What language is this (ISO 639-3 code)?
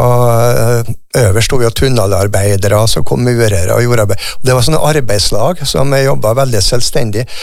nor